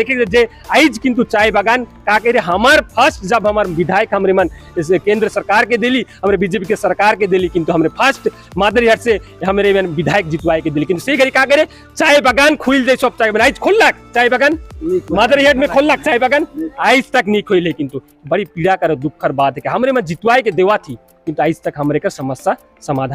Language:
Sadri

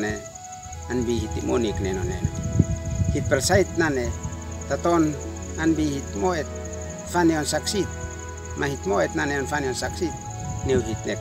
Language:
Uab Meto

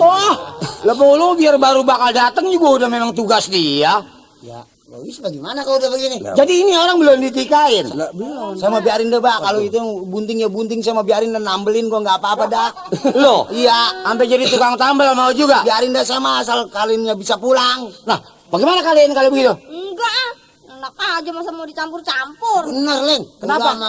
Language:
Betawi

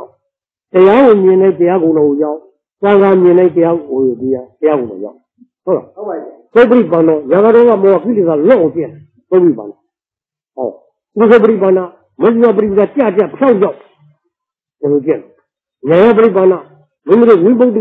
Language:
Burmese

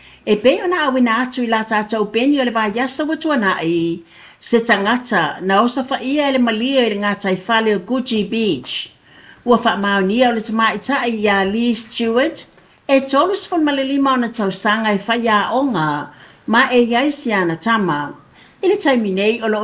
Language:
Samoan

